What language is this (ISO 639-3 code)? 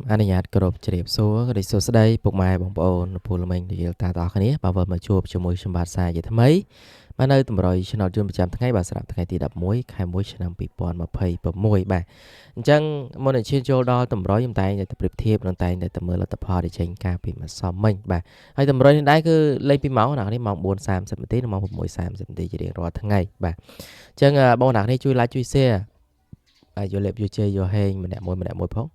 khm